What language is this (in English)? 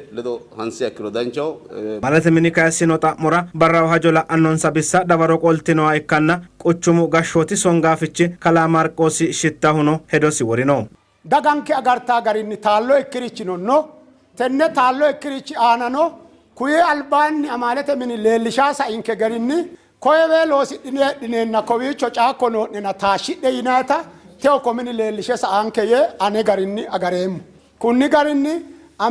Sidamo